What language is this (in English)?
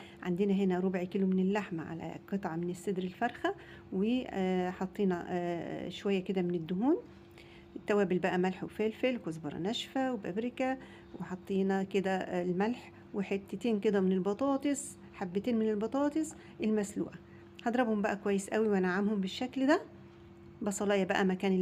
Egyptian Arabic